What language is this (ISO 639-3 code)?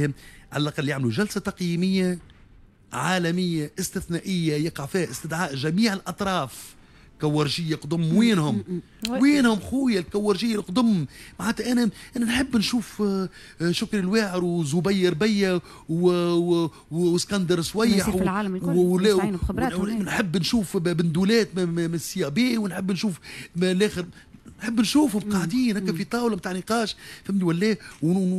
aeb